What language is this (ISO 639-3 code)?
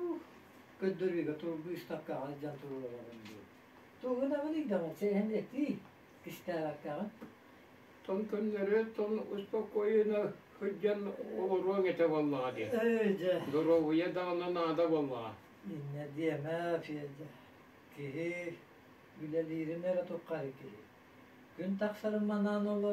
sah